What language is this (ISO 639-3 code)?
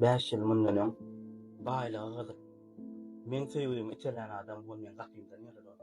tuk